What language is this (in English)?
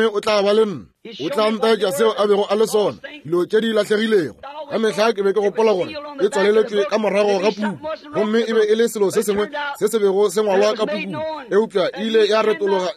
Northern Sotho